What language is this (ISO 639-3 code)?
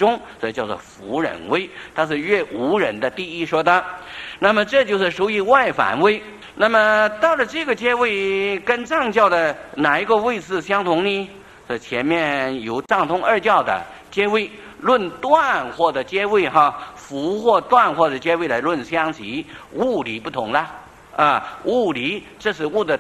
zho